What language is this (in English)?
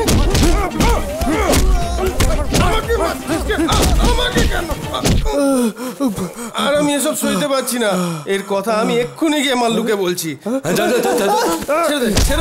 Bangla